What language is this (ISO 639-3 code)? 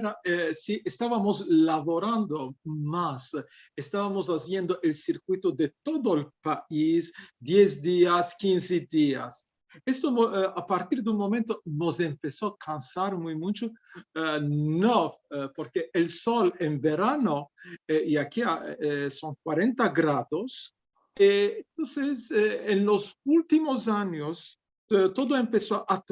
lad